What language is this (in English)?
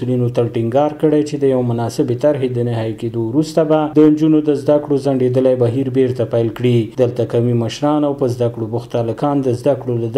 Pashto